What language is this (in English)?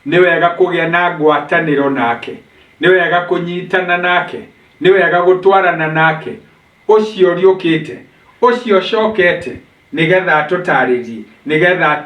Kikuyu